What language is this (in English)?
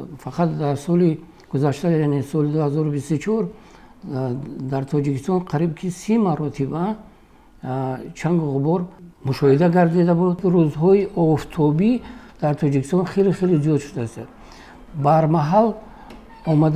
Tajik